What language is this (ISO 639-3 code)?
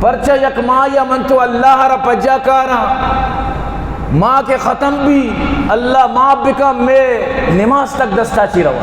bgp